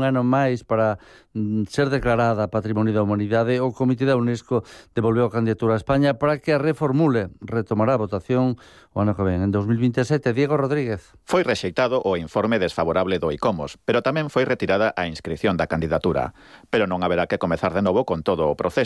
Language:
Galician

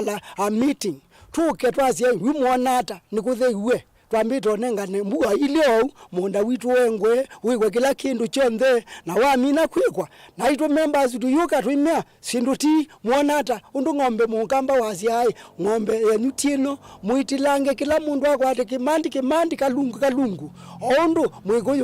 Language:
Kamba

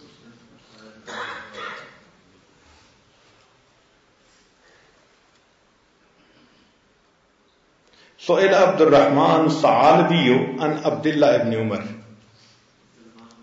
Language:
Urdu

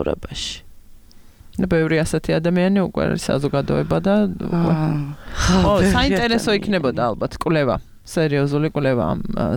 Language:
Georgian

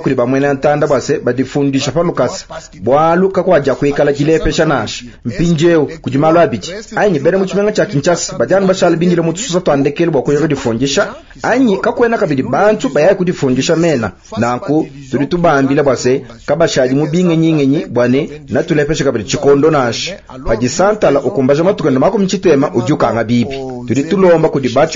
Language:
Luba-Lulua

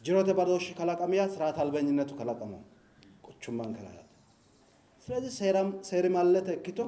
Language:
Sidamo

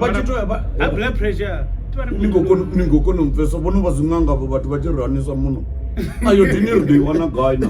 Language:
Venda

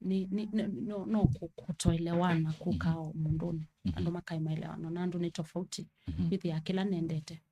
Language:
Kamba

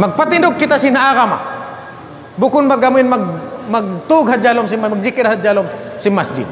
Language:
Tausug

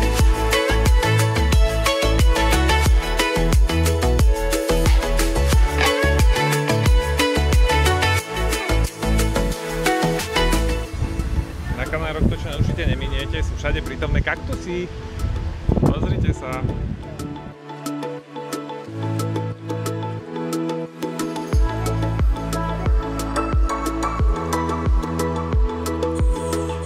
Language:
Slovak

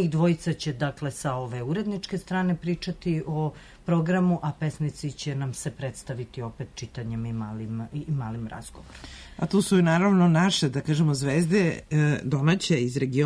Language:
Serbian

